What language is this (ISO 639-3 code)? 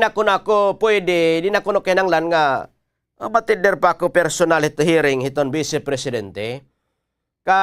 war